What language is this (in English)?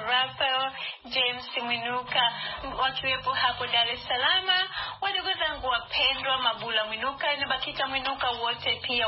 Swahili